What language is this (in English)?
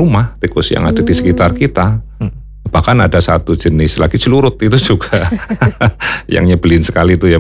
Indonesian